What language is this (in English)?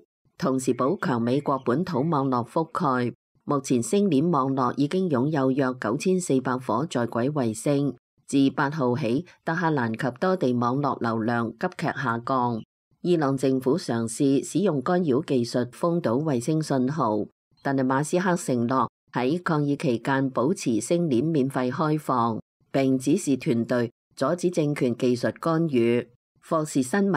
Cantonese